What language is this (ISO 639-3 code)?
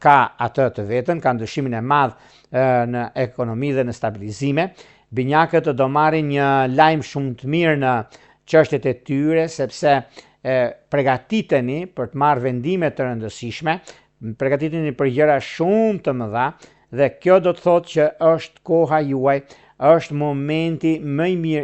sqi